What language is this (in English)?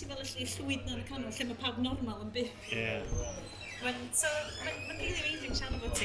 Welsh